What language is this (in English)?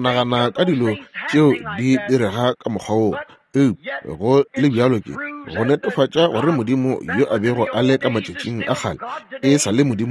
Northern Sotho